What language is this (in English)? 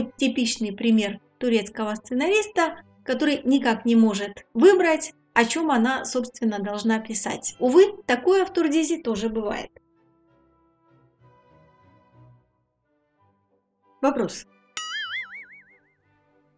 Russian